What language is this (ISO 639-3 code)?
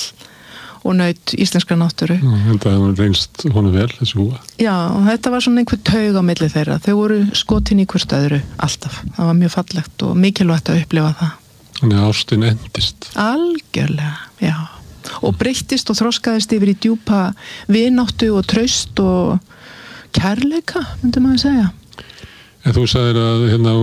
isl